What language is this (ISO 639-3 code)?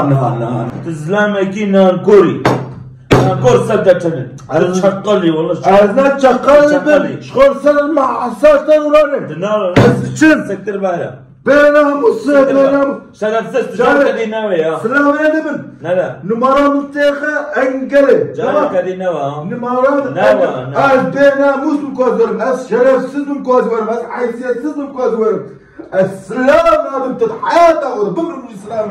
kur